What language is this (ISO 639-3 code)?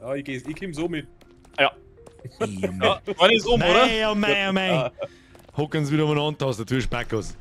bar